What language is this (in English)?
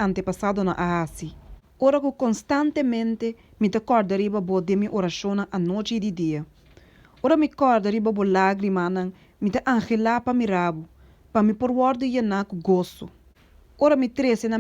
Papiamento